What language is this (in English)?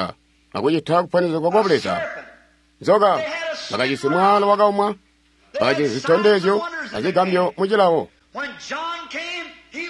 Tonga (Zambia)